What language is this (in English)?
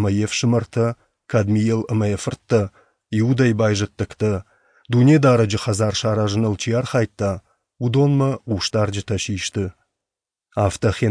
Ossetic